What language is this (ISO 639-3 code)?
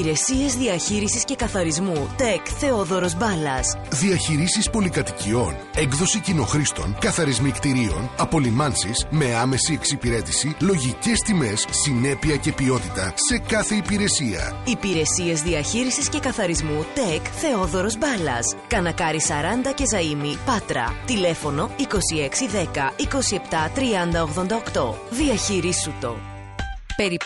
ell